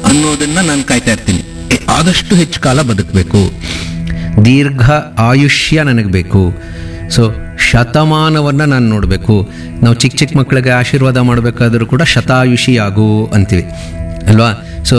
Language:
Kannada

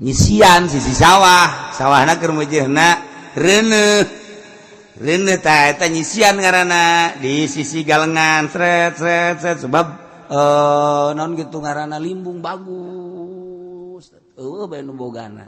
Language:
Sundanese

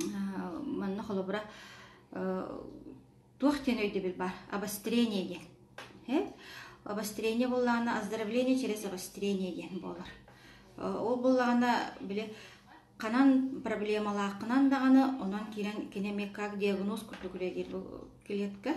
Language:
Yakut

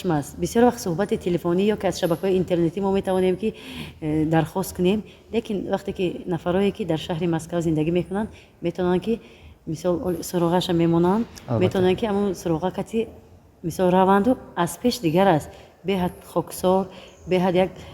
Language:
Tajik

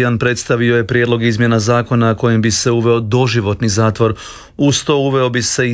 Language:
Croatian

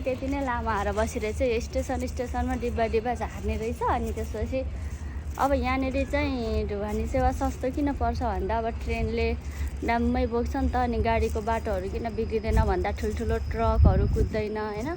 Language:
Nepali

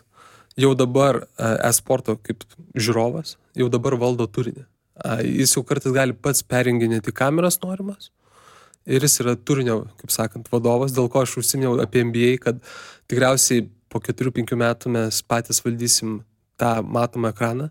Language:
Lithuanian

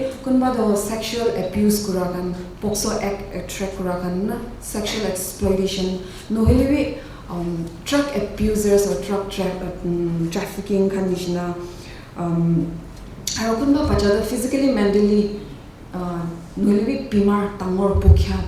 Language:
Naga Pidgin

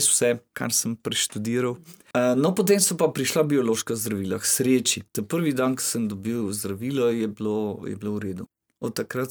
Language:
Slovenian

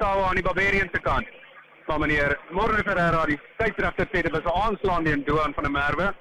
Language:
Afrikaans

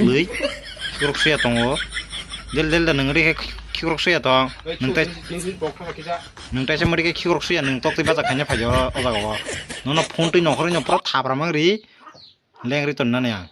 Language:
Kok Borok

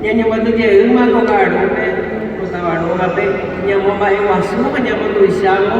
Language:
Guarani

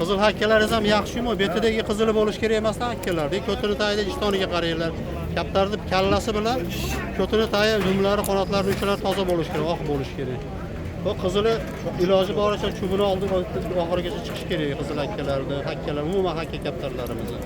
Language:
Uzbek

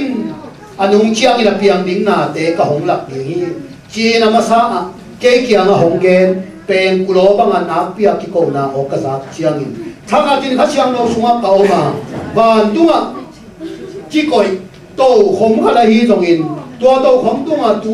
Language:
Tedim Chin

